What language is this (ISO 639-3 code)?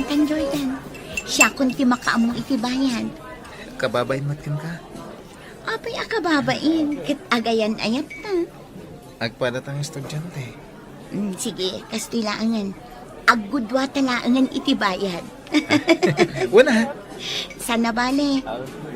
ilo